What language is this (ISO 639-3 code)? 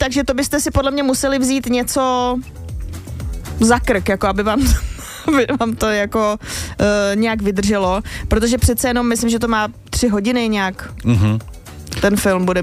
ces